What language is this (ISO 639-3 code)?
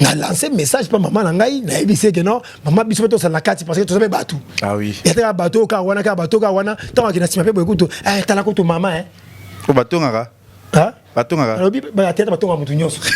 lin